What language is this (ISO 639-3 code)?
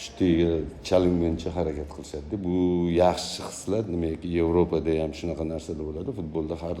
uzb